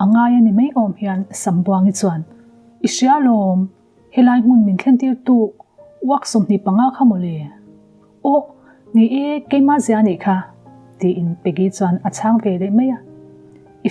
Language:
Mizo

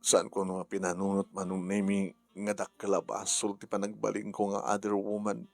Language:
Iloko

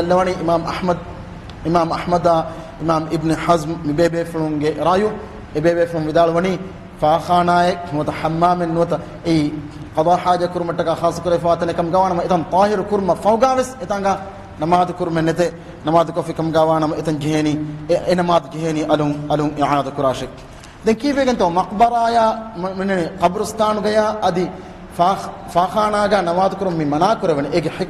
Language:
Divehi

